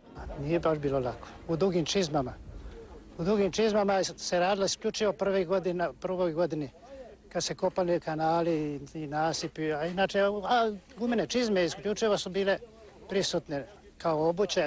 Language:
Croatian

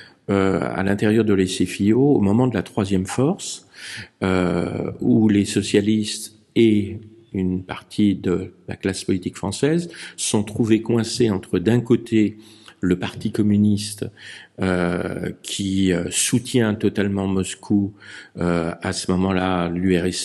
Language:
French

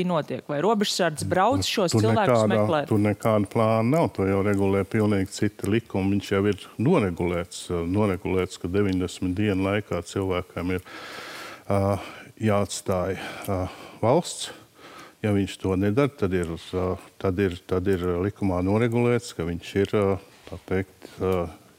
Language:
Latvian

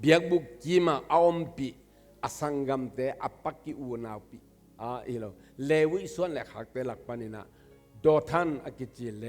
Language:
Tedim Chin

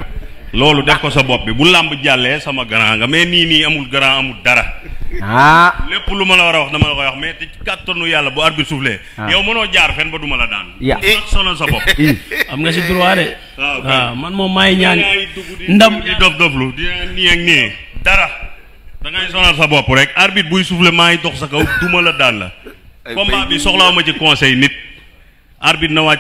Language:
Wolof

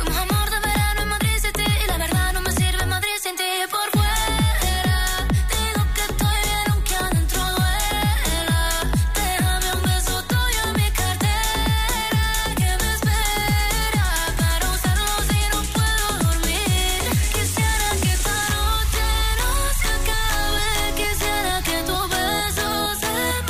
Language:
Spanish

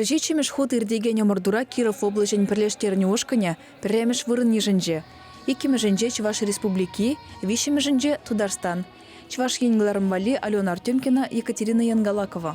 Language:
Chuvash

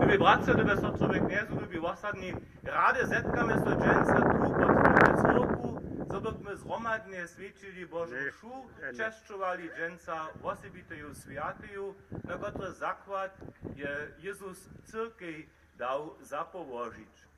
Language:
Upper Sorbian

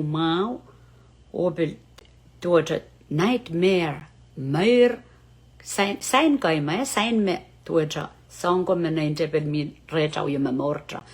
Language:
Pohnpeian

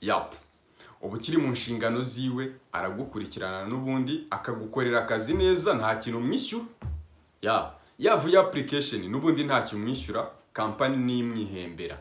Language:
Kinyarwanda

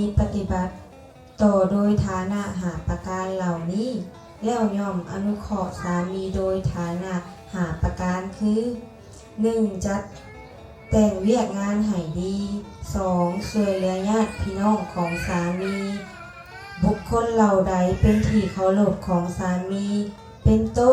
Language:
Lao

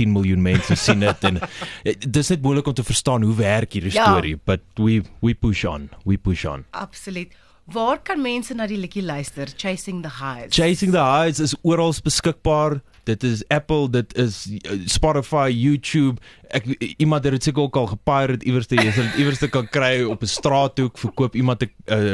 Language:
Afrikaans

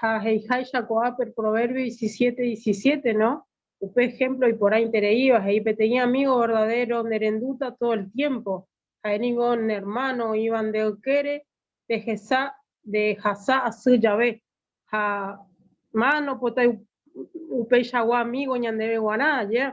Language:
Guarani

